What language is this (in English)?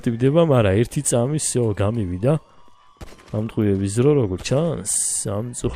Georgian